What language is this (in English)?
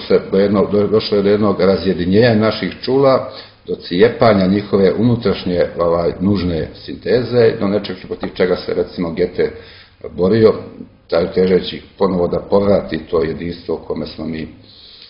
Serbian